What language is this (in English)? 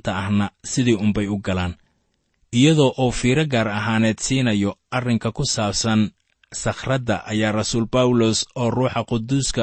Somali